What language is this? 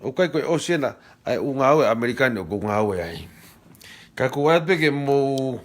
Tongan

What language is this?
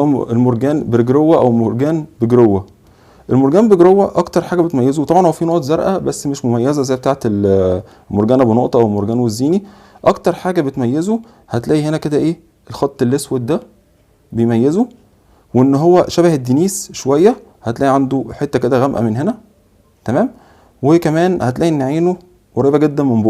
Egyptian Arabic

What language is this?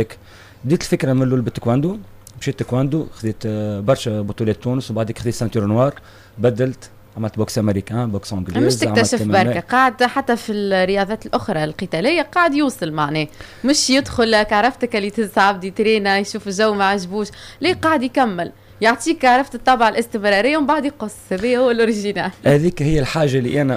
Tunisian Arabic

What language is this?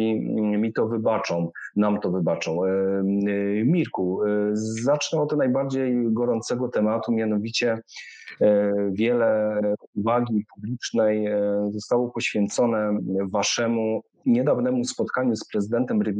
Polish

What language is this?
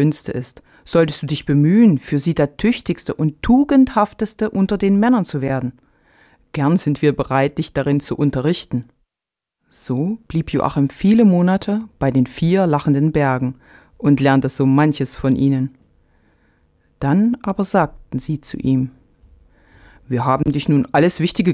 German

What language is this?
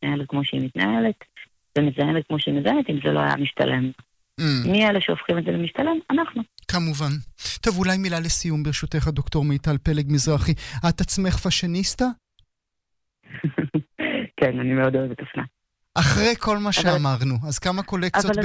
Hebrew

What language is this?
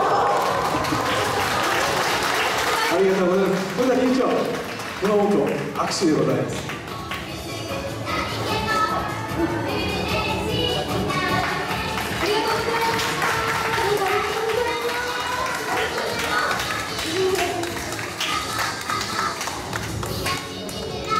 Japanese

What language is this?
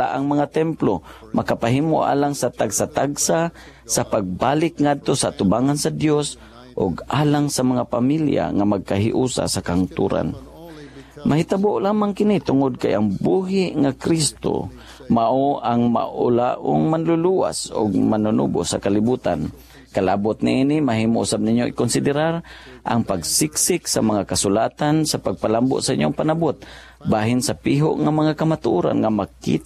Cebuano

